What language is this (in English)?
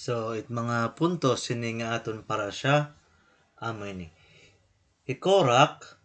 Waray